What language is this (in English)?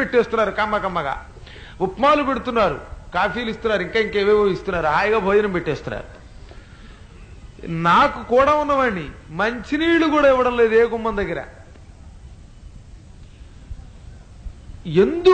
Telugu